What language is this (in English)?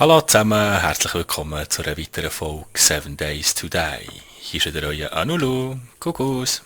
Swiss German